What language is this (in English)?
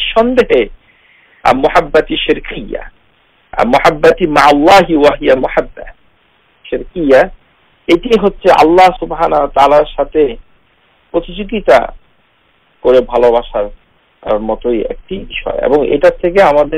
Bangla